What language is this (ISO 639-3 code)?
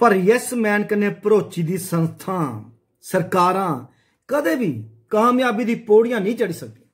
doi